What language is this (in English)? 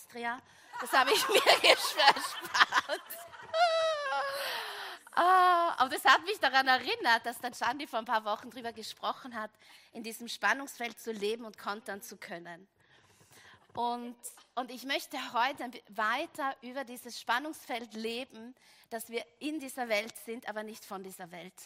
German